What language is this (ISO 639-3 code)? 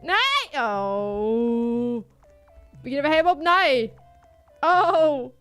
fry